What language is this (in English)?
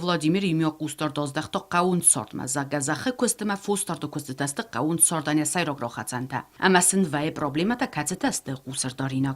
Ossetic